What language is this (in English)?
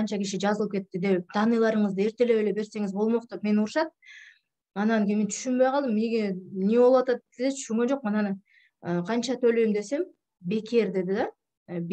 Kyrgyz